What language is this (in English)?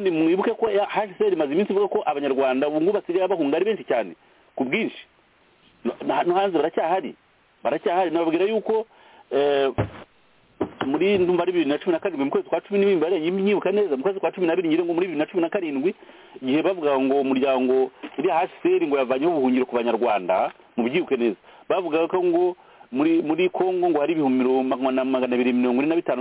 Kinyarwanda